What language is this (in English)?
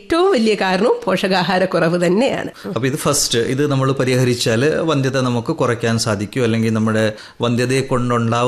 Malayalam